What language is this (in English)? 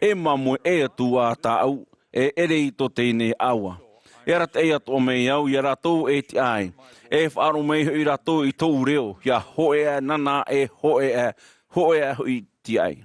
Tahitian